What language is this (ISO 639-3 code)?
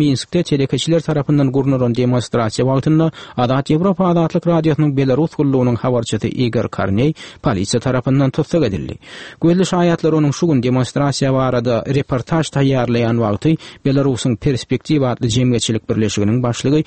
tuk